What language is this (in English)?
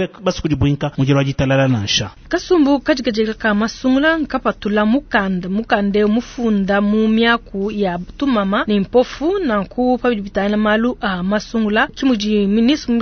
Luba-Lulua